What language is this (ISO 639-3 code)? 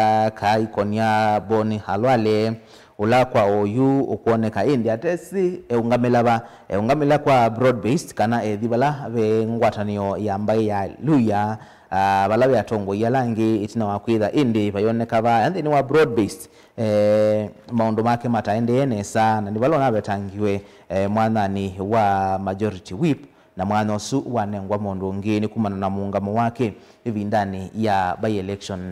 kam